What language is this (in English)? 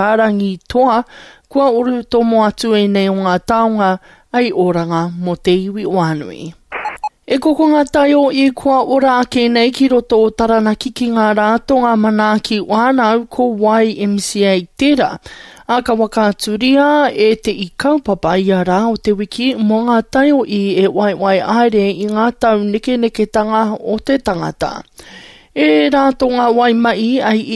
Māori